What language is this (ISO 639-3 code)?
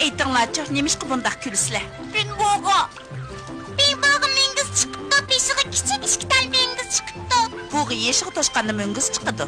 uig